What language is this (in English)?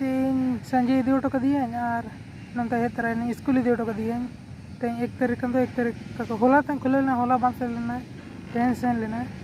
Santali